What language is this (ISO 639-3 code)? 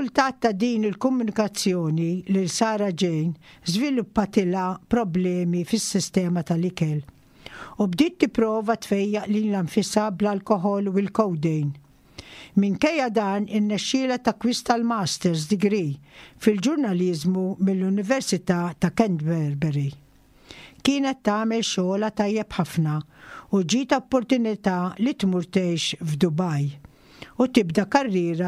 mlt